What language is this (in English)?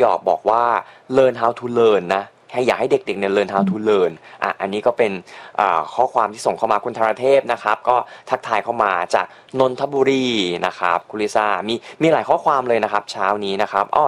Thai